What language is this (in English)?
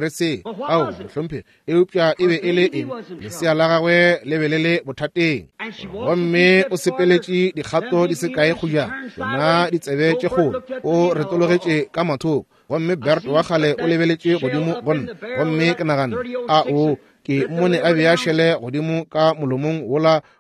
Northern Sotho